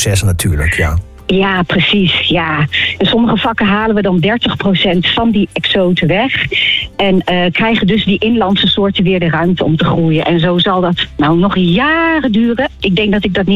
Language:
Dutch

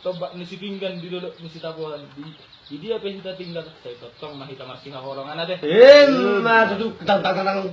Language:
Batak Toba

